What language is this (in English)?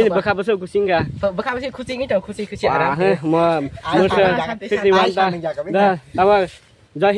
Kok Borok